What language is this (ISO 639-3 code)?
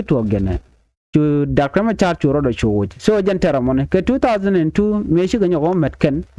nus